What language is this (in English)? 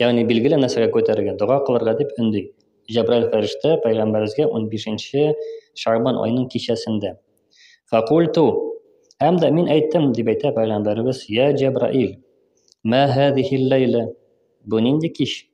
Tatar